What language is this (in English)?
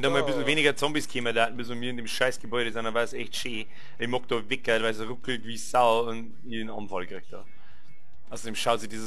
Bavarian